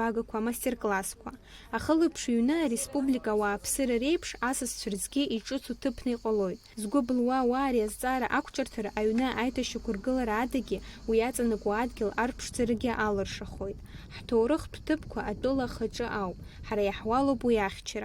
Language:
Abkhazian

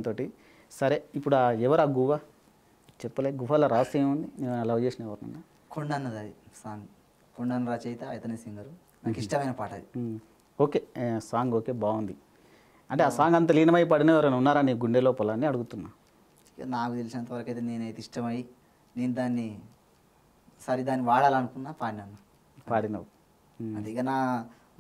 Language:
Telugu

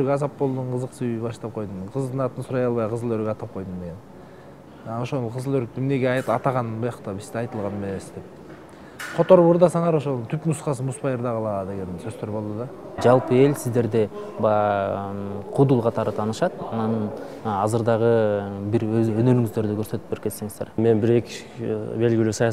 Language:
Kyrgyz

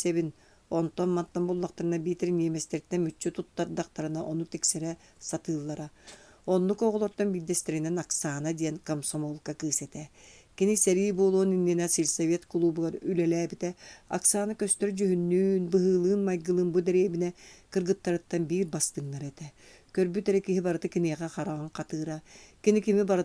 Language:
Yakut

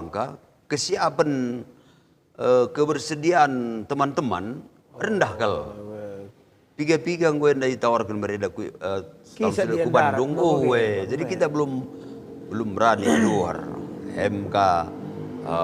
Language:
Batak Karo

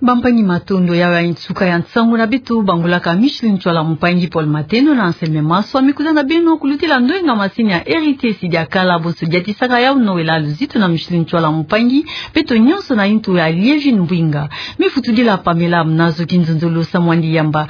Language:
Kituba (Democratic Republic of Congo)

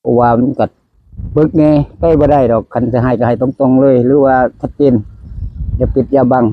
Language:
Northeastern Thai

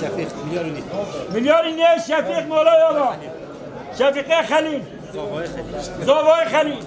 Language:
Kurdish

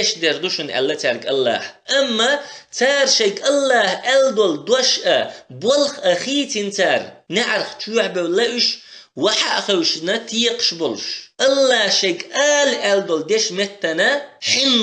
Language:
Chechen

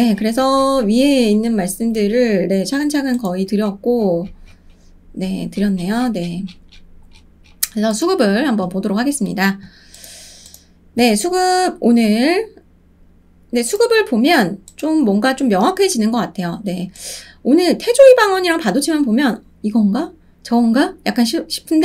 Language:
Korean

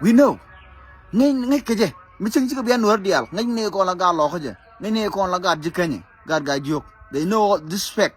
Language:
Nuer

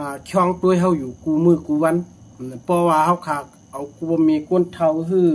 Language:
Shan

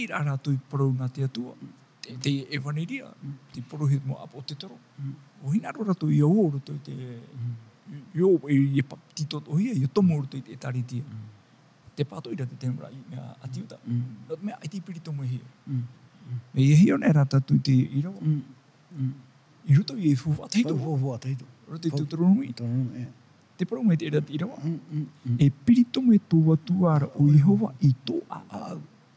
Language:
Tahitian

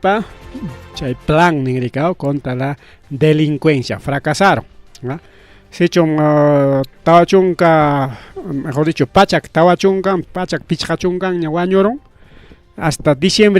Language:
Ayacucho Quechua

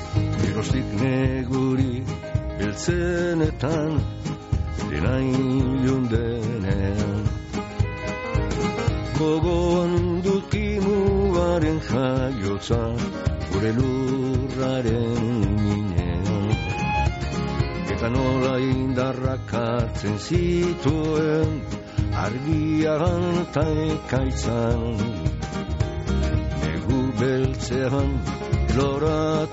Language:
Basque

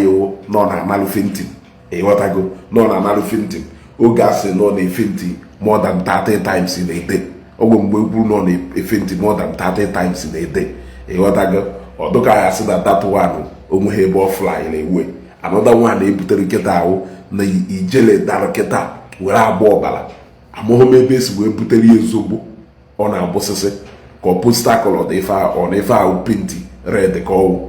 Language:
Igbo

